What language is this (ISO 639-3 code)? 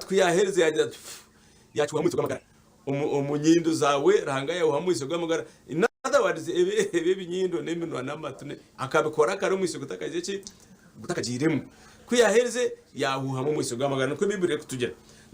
nyn